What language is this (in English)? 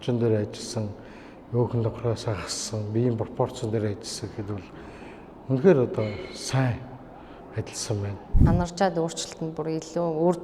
Mongolian